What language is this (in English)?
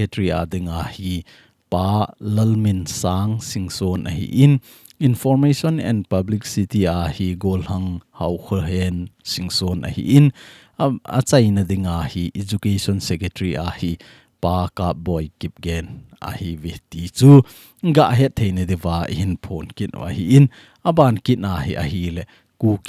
Thado Chin